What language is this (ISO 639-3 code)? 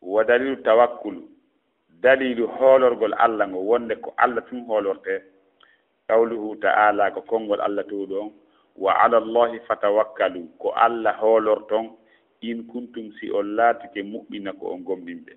ful